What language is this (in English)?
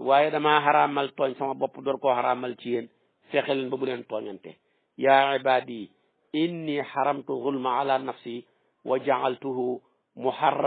Wolof